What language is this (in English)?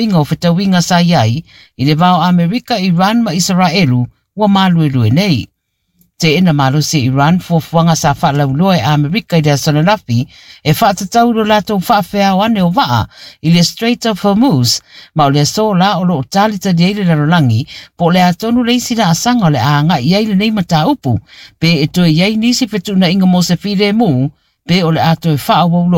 Samoan